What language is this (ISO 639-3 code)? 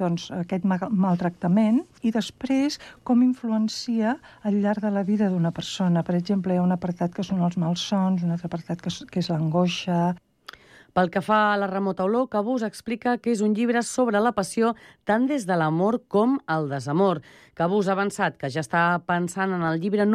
cat